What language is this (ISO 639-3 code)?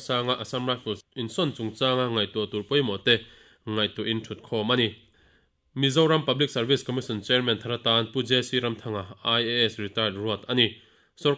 lus